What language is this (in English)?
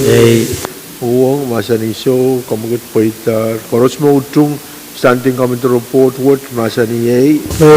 Pohnpeian